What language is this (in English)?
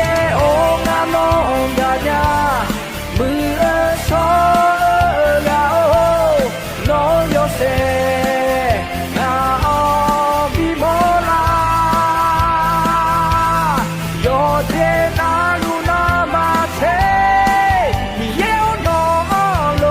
Akha